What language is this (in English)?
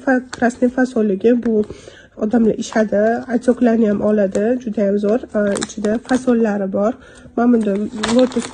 Uzbek